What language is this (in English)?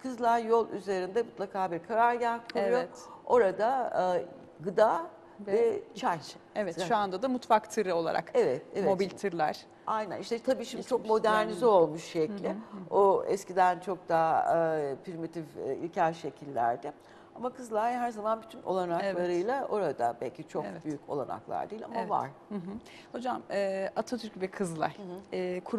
Turkish